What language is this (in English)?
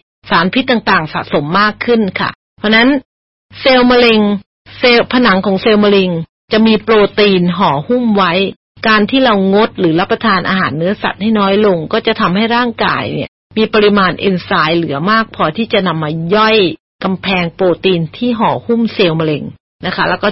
Thai